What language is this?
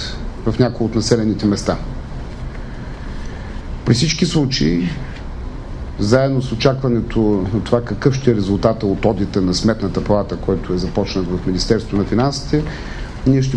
Bulgarian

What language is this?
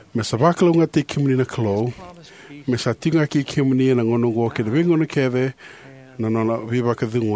Fijian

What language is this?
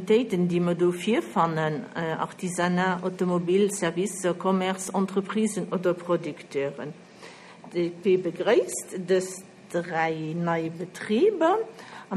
Luxembourgish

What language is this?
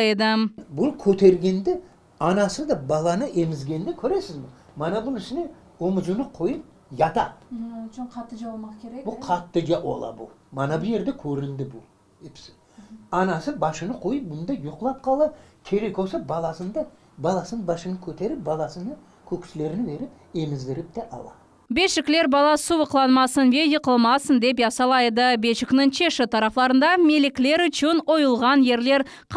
Crimean Tatar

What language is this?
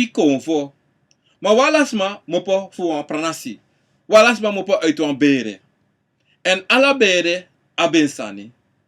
Sranan Tongo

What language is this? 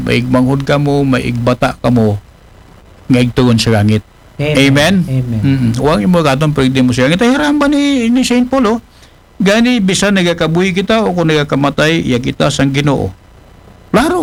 Aklanon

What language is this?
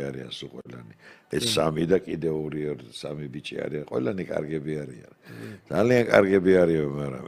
Georgian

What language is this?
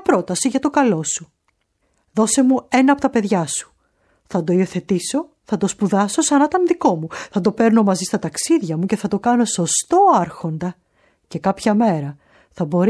Greek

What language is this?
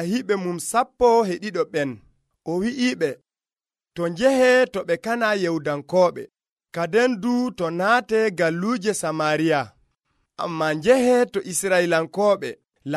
Nigerian Fulfulde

